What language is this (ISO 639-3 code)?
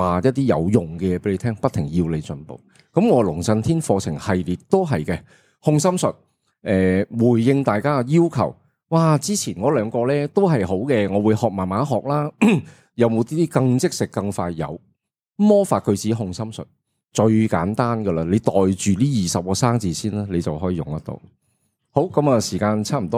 yue